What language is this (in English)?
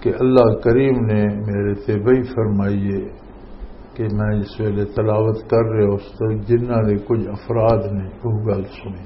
Western Panjabi